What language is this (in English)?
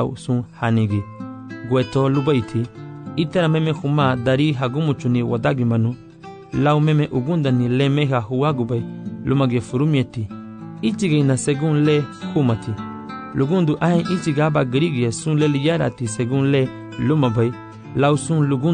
Garifuna